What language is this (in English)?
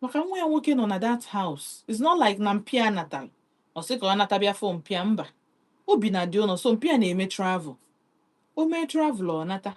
Igbo